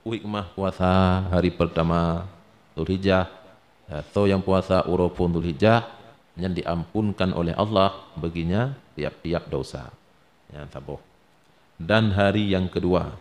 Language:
Achinese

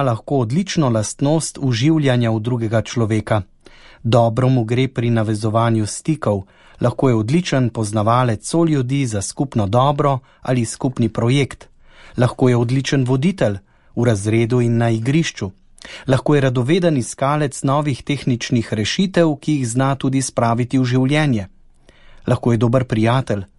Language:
Slovenian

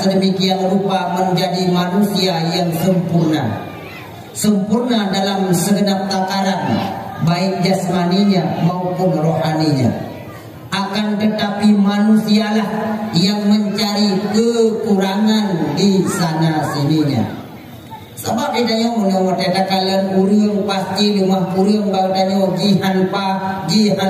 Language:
Achinese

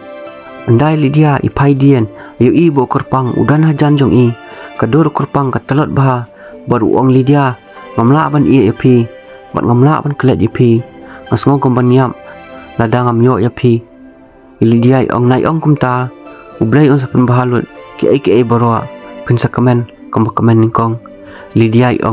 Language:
Khasi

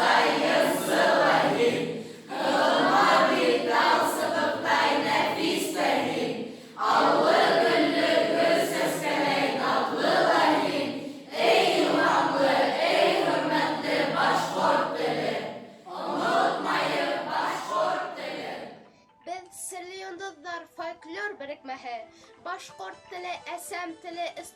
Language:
Bashkir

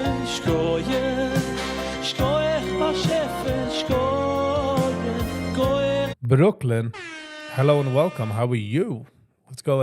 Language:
Yiddish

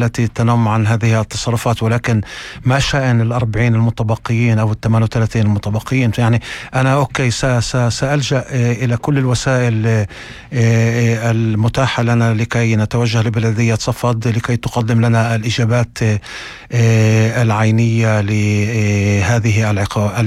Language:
North Levantine Arabic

